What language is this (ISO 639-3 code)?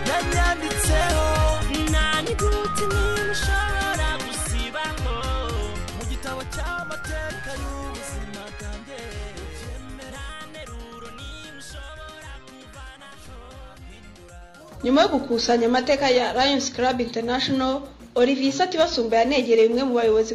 kin